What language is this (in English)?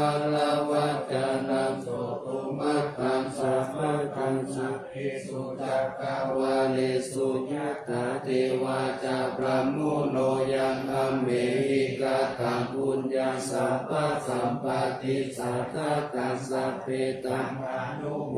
Pali